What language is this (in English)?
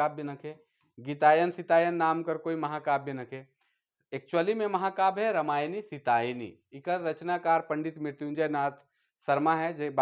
Sadri